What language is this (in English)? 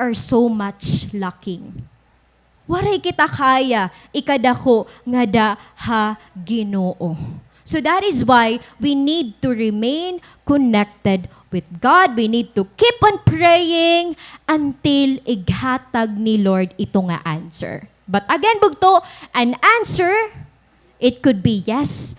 Waray